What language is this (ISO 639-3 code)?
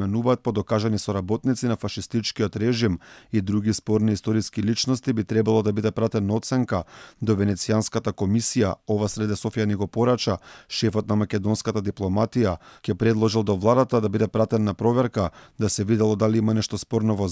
mkd